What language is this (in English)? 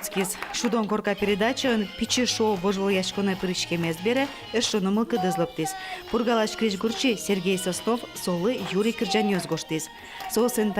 Udmurt